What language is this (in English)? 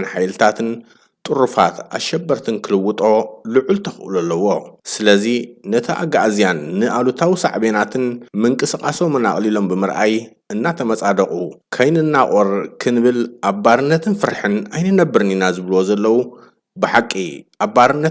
Tigrinya